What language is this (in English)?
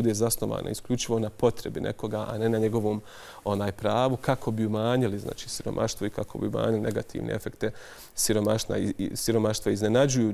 Bosnian